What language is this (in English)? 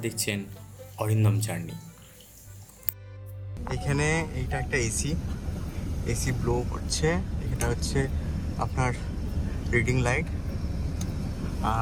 Bangla